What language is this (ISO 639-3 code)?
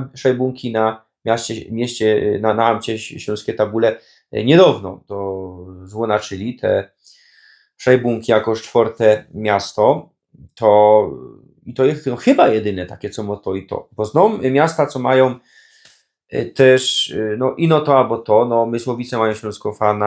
szl